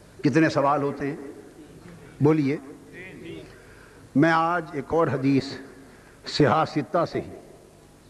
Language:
Urdu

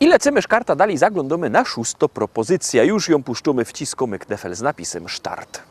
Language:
Silesian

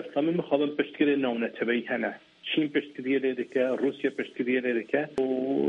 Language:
Kurdish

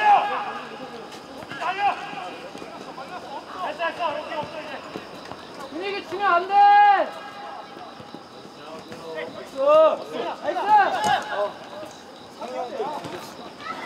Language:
Korean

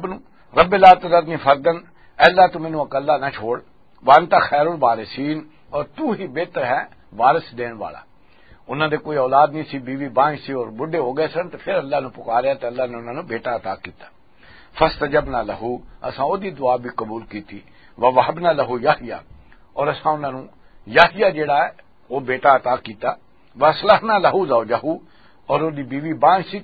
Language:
Western Panjabi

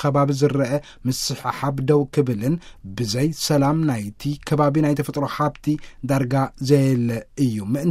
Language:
Tigrinya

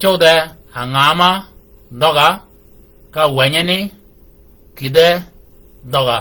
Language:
Shilluk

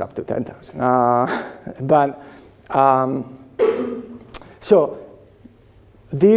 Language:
English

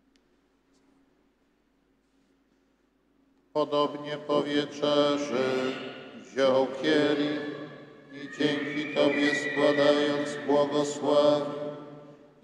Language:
Polish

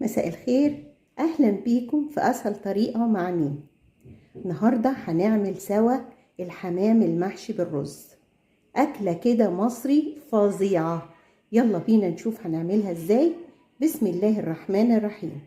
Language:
Egyptian Arabic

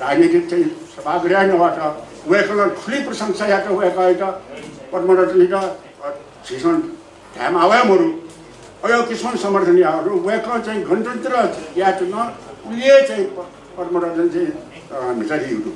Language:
Newari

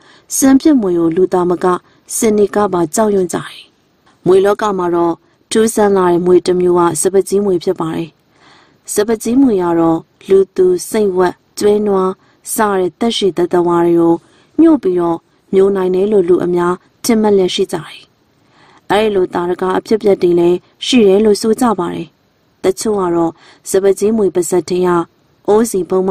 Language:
Burmese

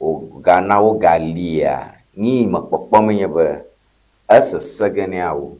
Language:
Ewe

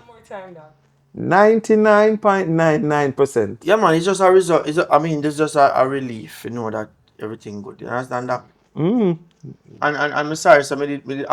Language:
Jamaican Creole English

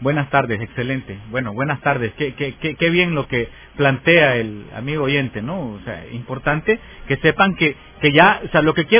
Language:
Spanish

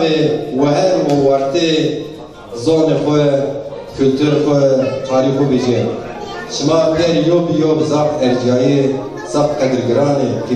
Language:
Zaza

